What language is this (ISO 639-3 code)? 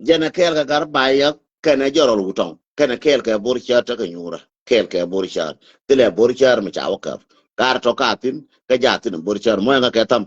nus